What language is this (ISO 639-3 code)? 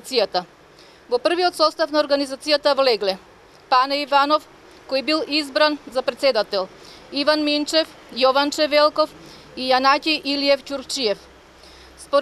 mkd